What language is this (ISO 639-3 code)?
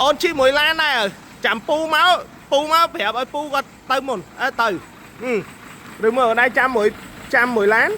khm